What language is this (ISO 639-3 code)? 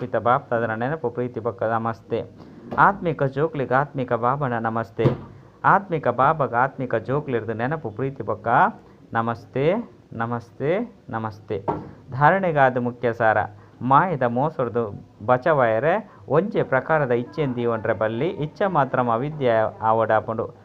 tcy